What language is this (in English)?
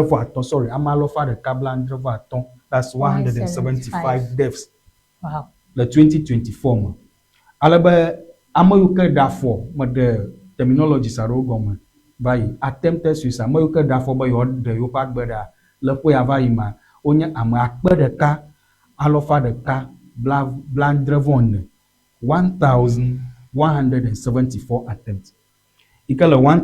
Ewe